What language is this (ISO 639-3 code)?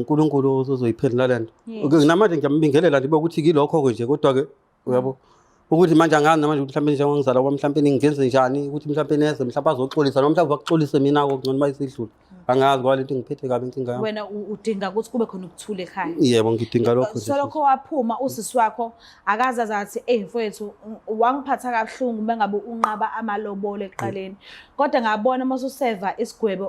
zul